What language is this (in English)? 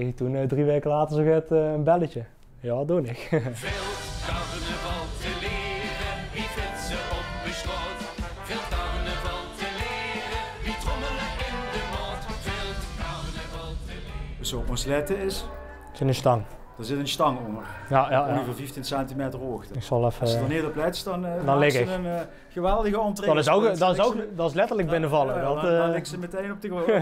Limburgish